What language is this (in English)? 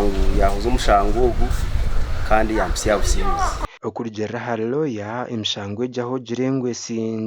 Nyankole